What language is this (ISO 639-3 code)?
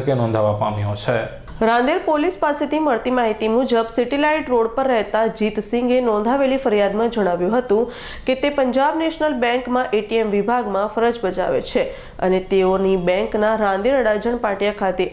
guj